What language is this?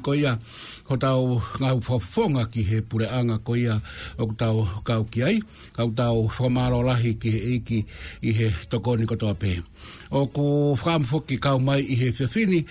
Tongan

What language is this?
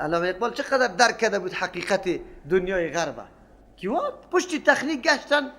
Persian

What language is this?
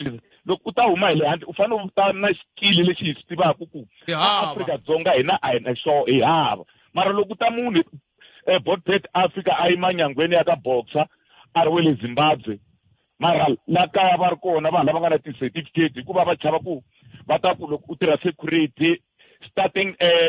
Tsonga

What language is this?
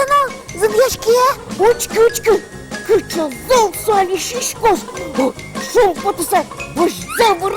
Udmurt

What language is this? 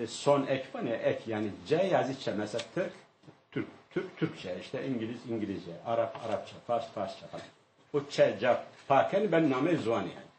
Zaza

